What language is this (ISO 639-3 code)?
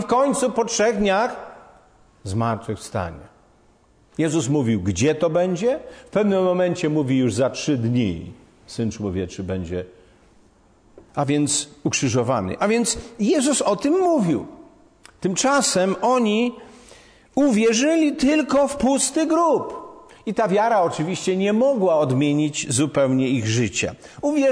pol